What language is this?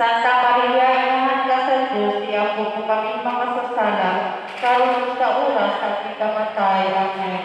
Cebuano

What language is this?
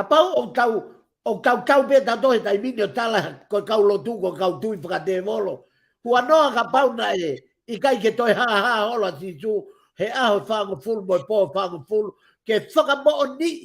Tongan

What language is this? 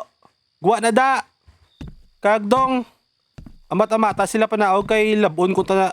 Hiligaynon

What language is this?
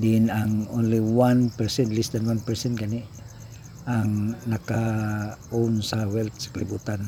Cebuano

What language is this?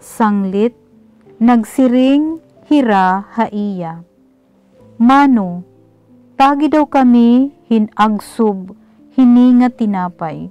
Waray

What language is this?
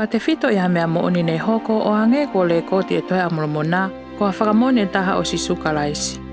Tongan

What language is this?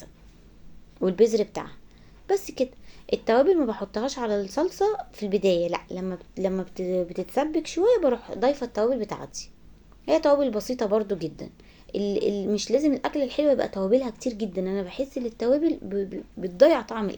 Egyptian Arabic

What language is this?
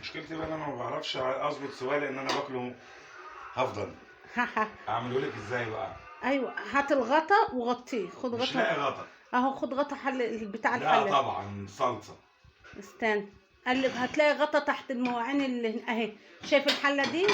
Egyptian Arabic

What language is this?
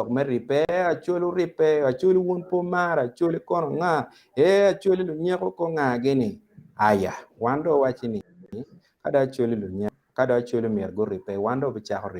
Acoli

